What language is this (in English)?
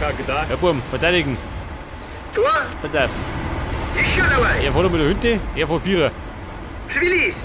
Bavarian